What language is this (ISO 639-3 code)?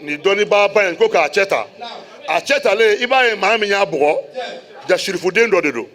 bam